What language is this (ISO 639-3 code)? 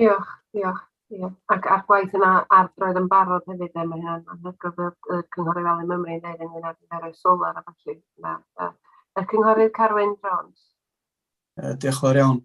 cym